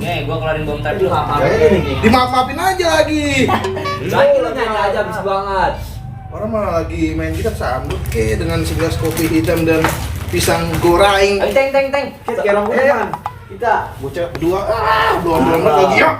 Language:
Betawi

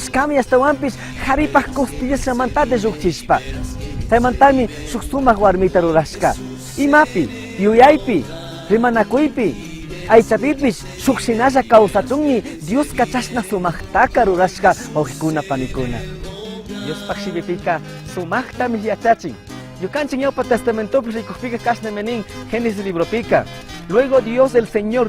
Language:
Chimborazo Highland Quichua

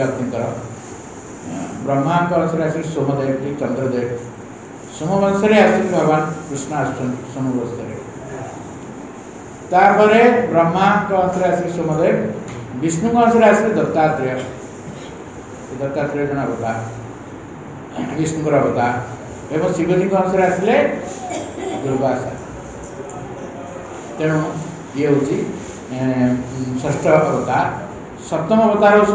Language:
Odia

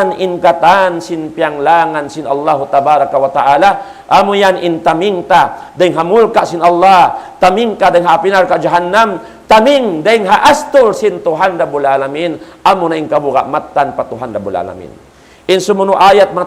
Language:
Tausug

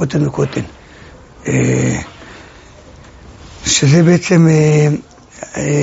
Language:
Hebrew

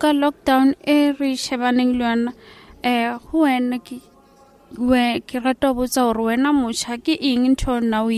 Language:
Southern Sotho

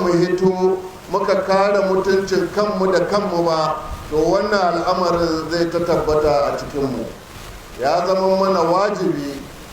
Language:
Hausa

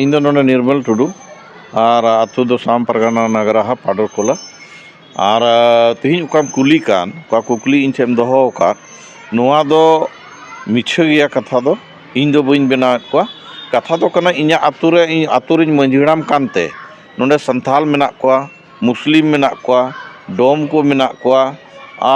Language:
Santali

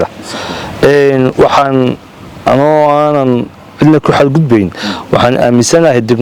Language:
Somali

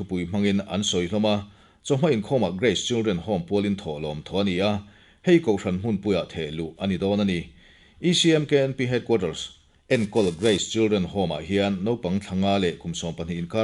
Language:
Mizo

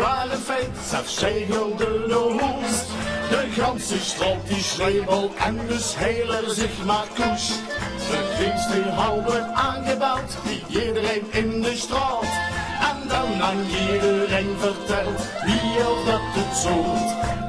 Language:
Limburgish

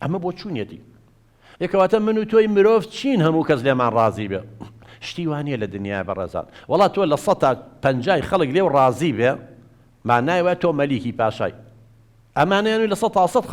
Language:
Central Kurdish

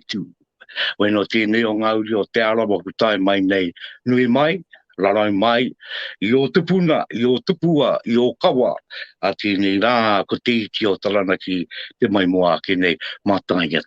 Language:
Māori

